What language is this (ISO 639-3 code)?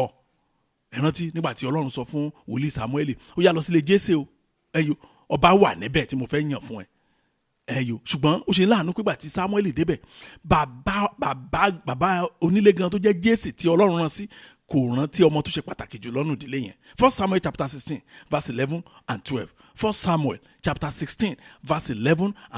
yor